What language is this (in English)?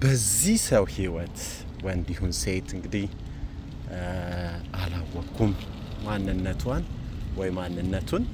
Amharic